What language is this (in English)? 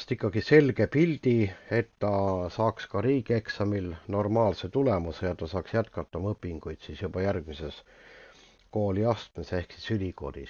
Estonian